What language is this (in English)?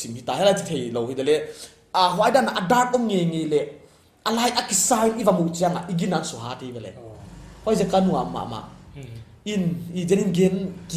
Paite Chin